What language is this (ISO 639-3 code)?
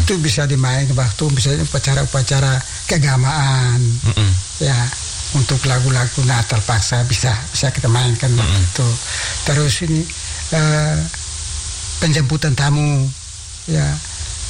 ind